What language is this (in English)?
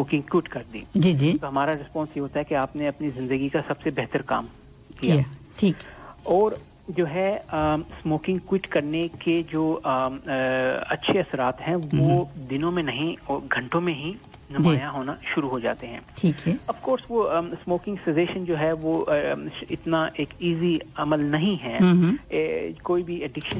Urdu